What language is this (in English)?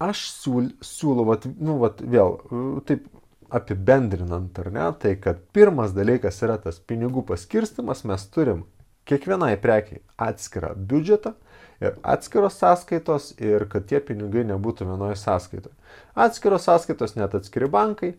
Lithuanian